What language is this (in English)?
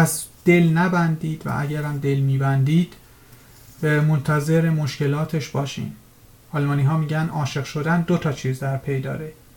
Persian